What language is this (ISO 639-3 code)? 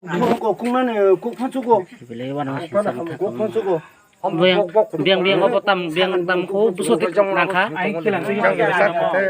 trp